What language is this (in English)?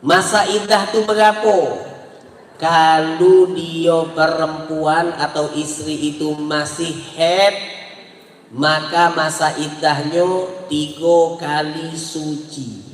Musi